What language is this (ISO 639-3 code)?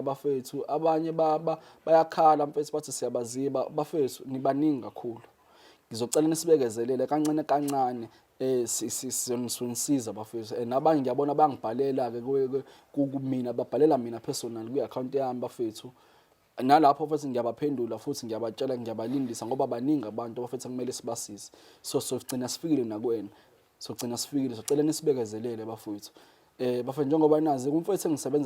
zul